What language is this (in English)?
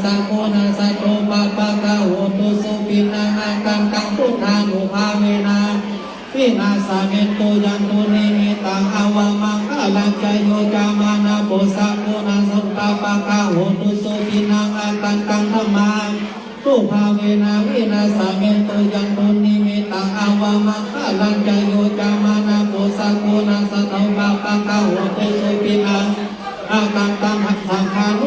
Pali